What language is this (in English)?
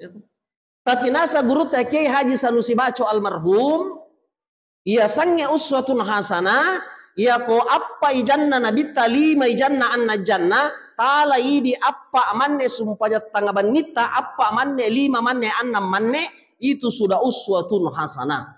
Buginese